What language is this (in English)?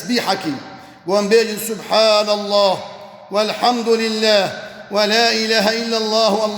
Kurdish